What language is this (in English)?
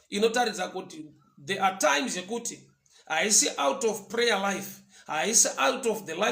Shona